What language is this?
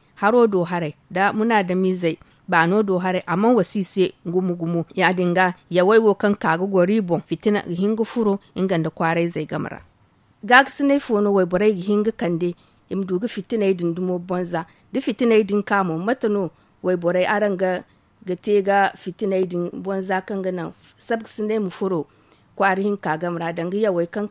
Zarma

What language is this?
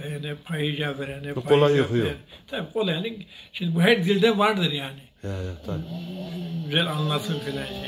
Zaza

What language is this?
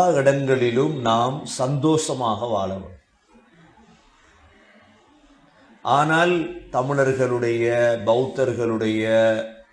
Tamil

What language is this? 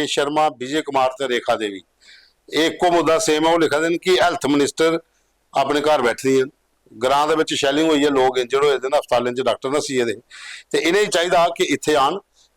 Dogri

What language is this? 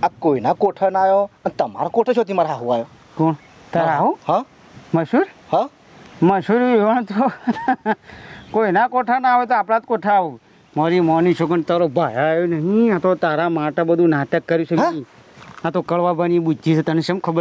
Gujarati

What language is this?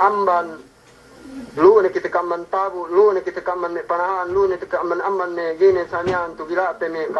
Yakan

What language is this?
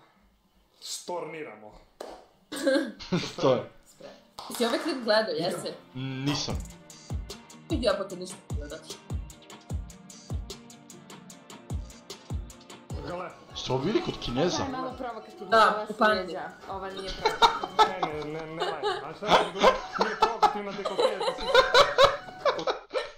Serbian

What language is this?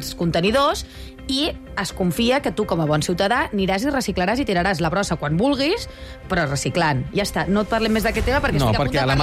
Catalan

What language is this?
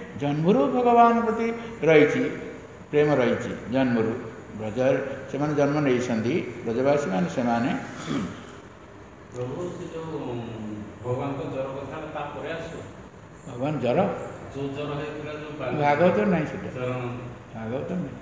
Odia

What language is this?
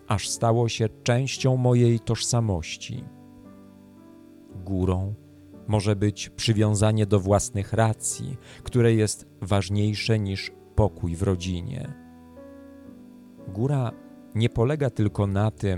Polish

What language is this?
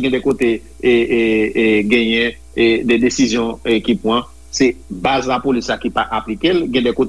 Haitian Creole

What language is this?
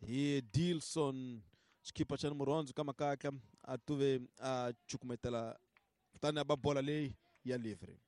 Tsonga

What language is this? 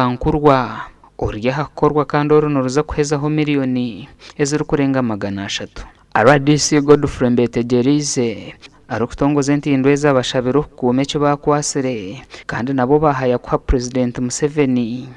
Nyankole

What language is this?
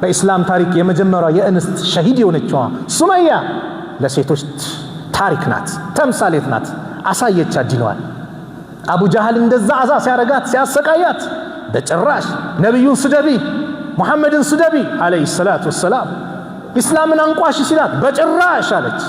Amharic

